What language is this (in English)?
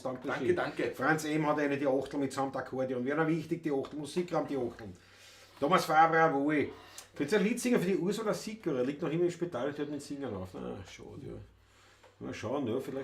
Bavarian